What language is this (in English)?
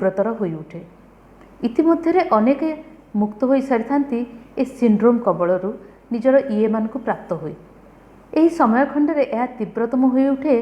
Odia